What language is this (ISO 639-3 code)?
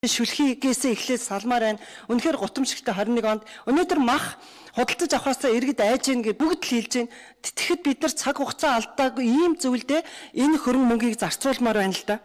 mon